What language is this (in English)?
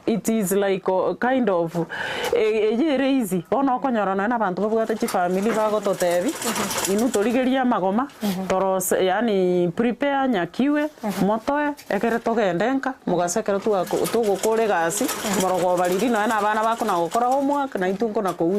Gusii